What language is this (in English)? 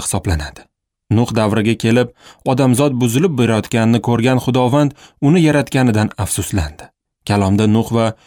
Uzbek